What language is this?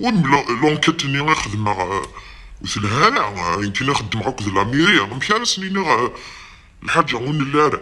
Kabyle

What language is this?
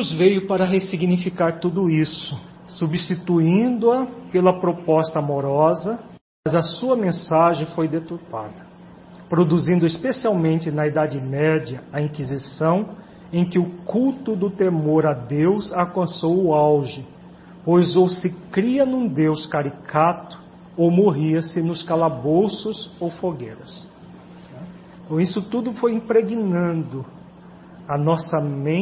Portuguese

